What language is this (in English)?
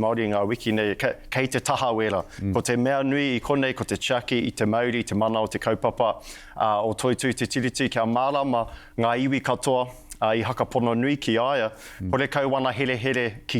Māori